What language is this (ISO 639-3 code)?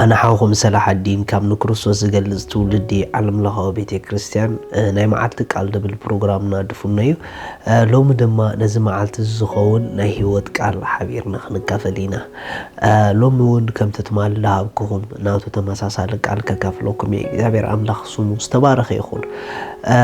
tir